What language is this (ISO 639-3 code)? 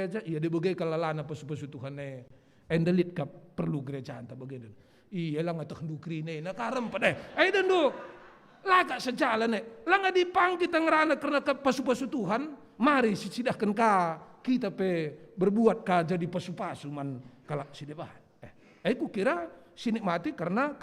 btx